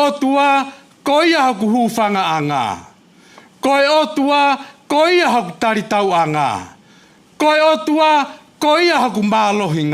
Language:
Tongan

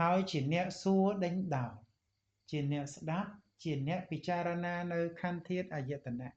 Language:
Khmer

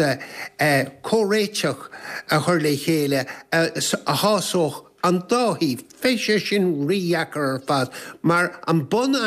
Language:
Irish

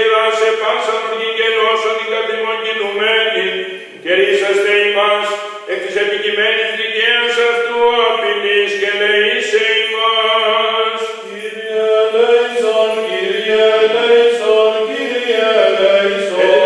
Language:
Greek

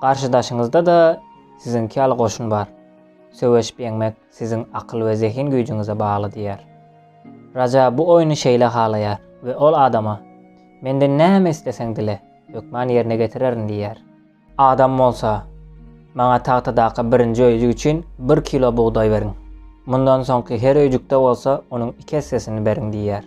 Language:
Turkmen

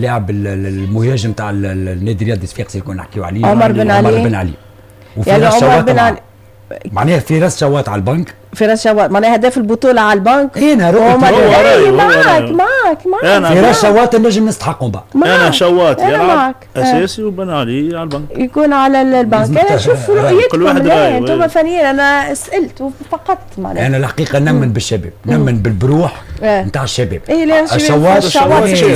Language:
Tunisian Arabic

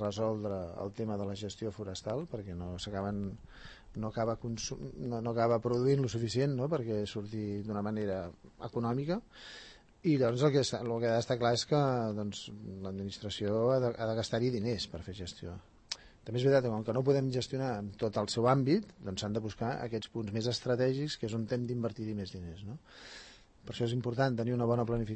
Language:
Catalan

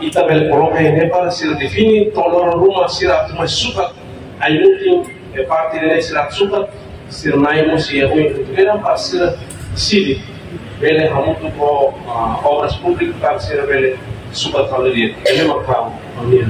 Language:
Tetum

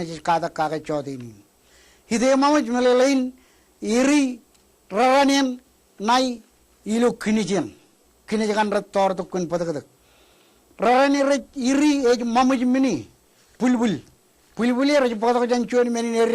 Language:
Marshallese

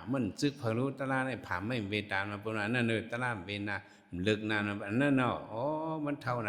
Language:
Shan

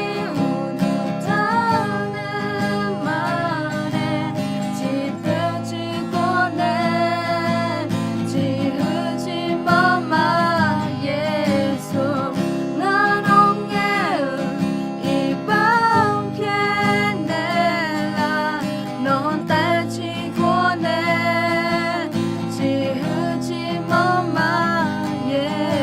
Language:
Akha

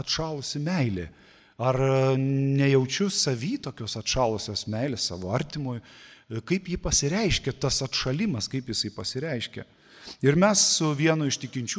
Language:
Lithuanian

